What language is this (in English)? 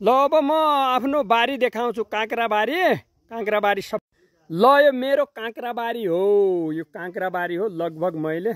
Nepali